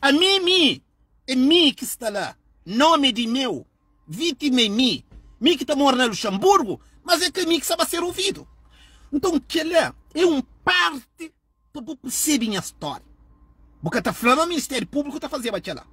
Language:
Kabuverdianu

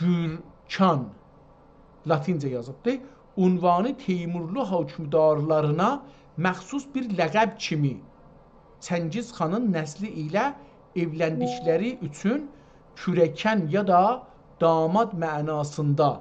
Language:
South Azerbaijani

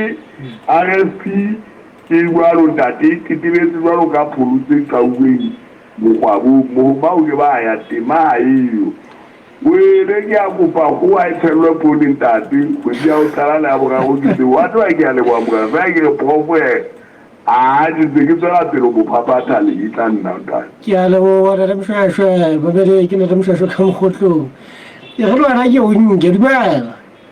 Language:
Southern Sotho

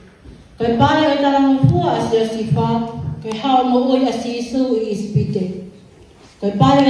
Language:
Tongan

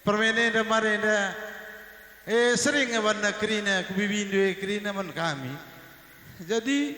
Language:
Batak Karo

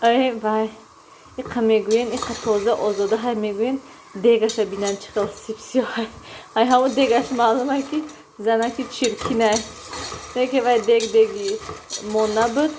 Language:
Tajik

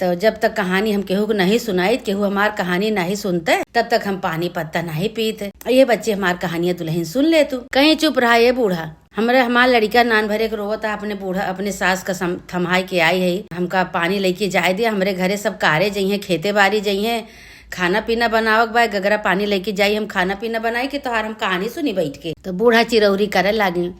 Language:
Awadhi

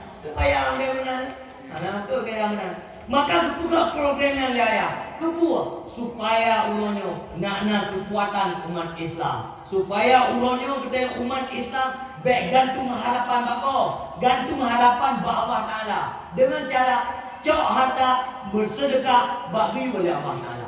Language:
Achinese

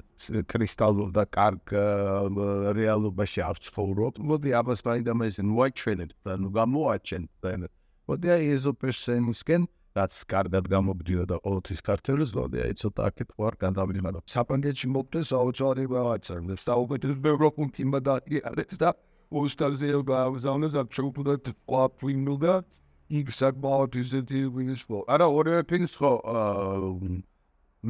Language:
Georgian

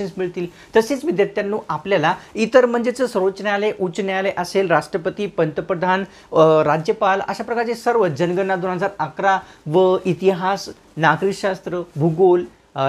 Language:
Marathi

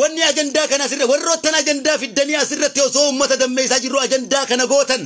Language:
Oromo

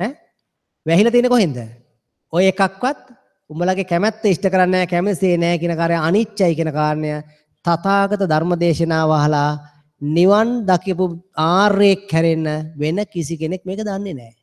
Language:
Sinhala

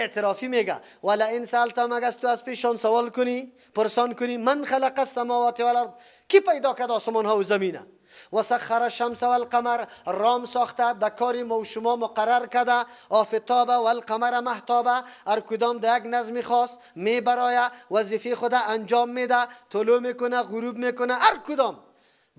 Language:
Persian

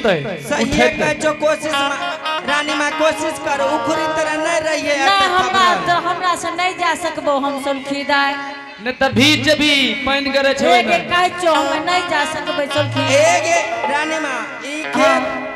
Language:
Angika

